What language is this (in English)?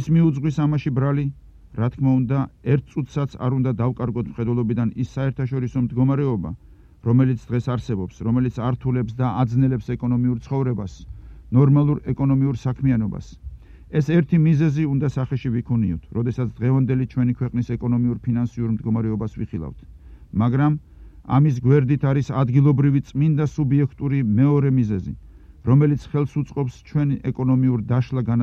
Georgian